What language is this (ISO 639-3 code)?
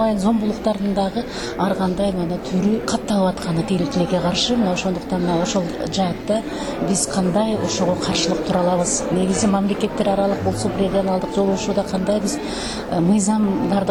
kir